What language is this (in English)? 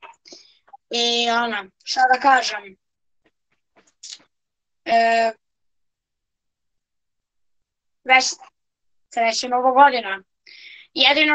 Serbian